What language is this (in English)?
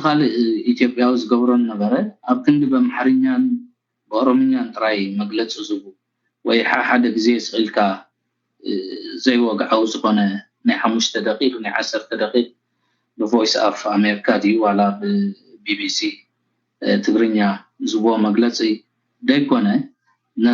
Tigrinya